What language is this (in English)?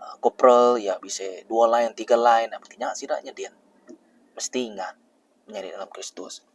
Iban